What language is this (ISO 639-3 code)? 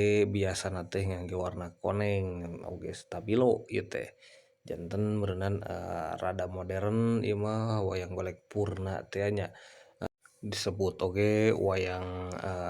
sun